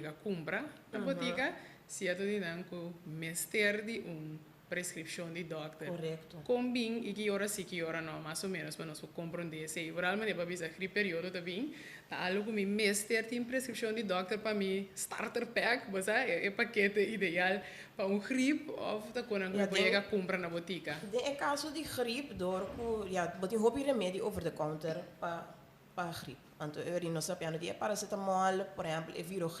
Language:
Papiamento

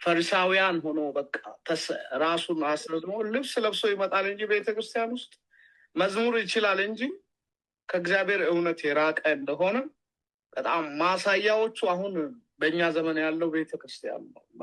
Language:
Amharic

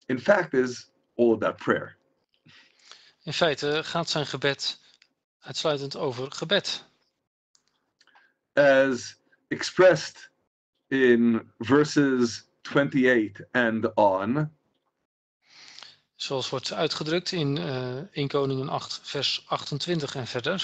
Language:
Dutch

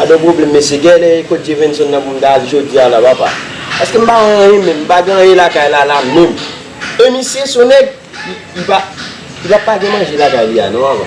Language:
Haitian Creole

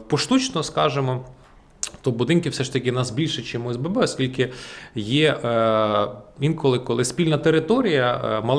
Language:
Ukrainian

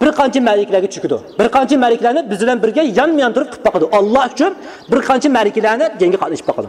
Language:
Uyghur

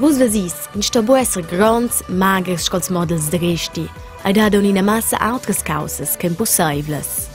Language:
Romansh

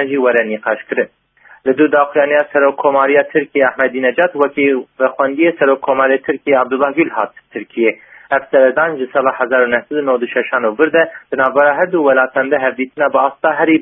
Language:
Kurdish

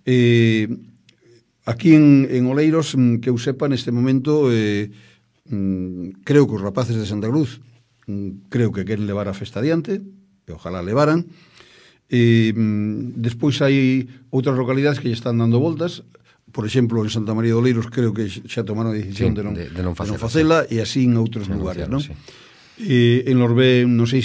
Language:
Galician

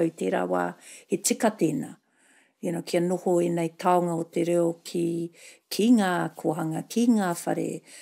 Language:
Māori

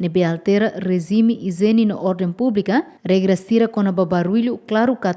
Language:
Tetum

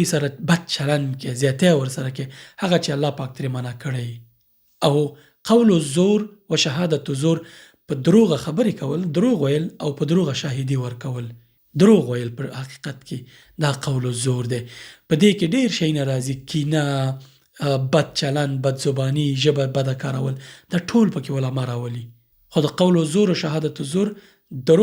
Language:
Pashto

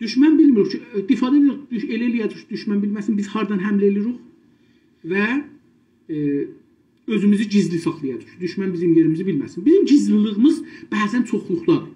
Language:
South Azerbaijani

